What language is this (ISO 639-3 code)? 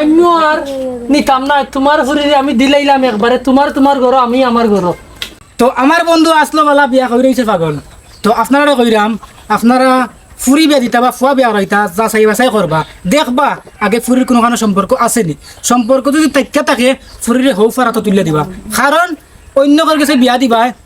syl